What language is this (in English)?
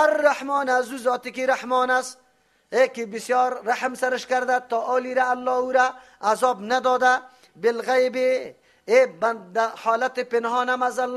Persian